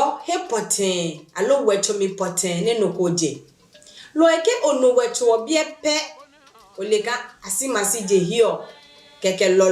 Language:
Adangme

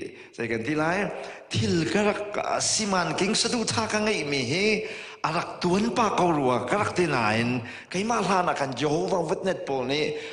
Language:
Hakha Chin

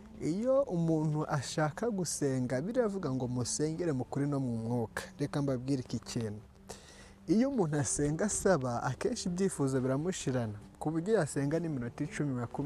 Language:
Kinyarwanda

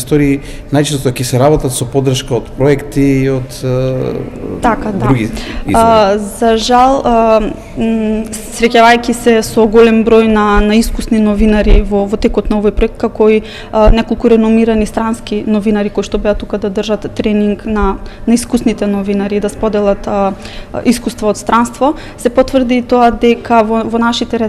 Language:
Macedonian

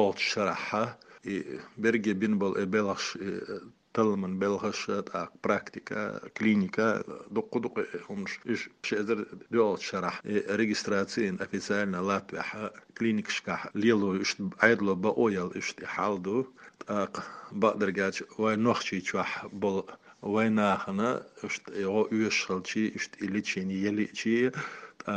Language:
Chechen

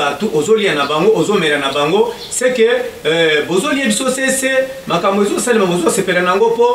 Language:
Lingala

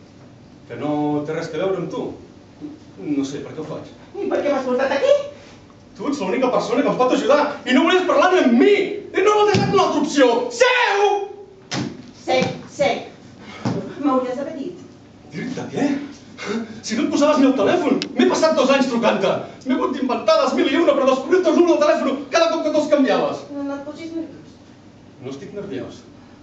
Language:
Catalan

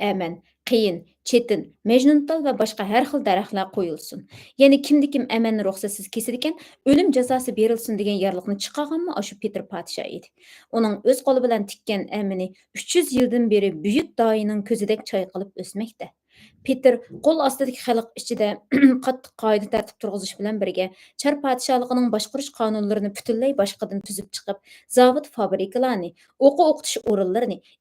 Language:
Uyghur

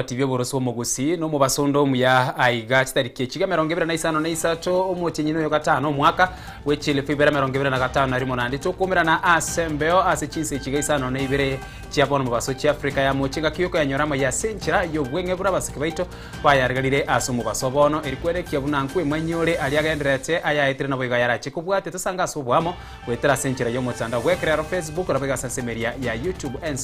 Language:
Gusii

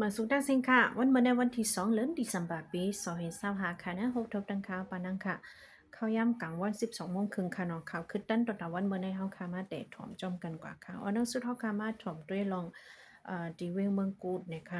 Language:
Shan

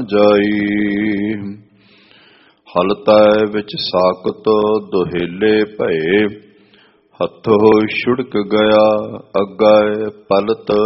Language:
Punjabi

